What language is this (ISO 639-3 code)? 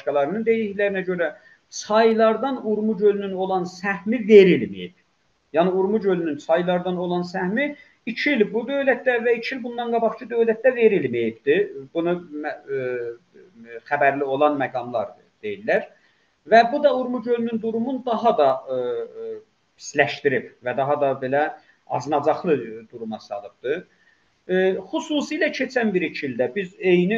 azb